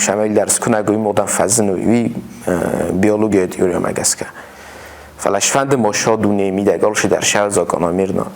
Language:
Ossetic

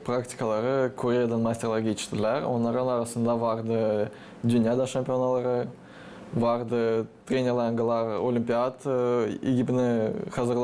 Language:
Gagauz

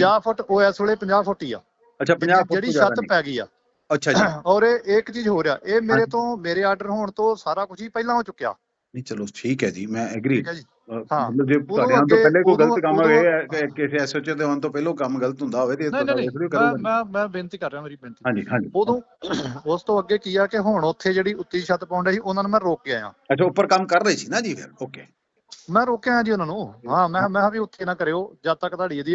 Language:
Punjabi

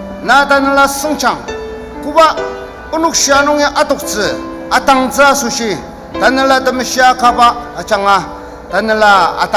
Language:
Ao Naga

